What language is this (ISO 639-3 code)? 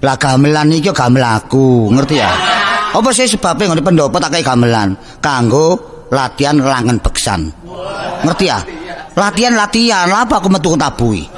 jav